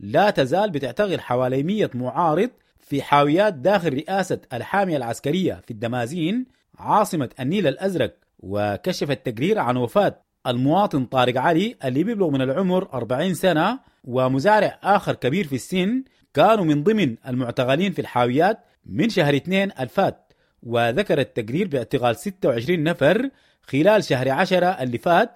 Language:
Sudanese Arabic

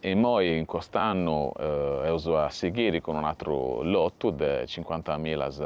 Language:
Sardinian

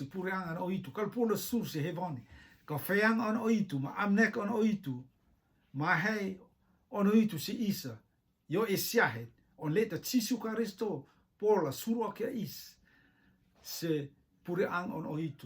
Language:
Rotuman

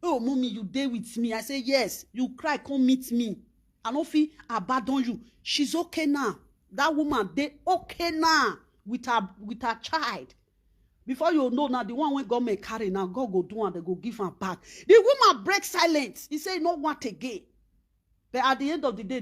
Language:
Nigerian Pidgin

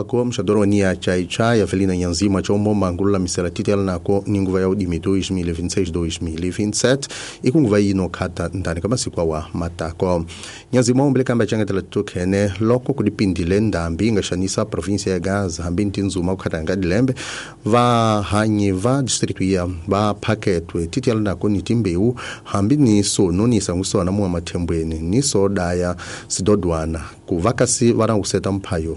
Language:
Tsonga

